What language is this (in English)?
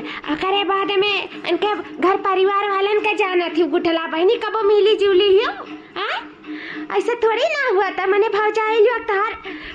Awadhi